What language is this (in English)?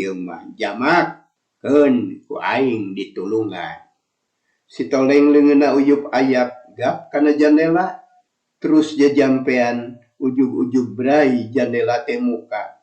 Sundanese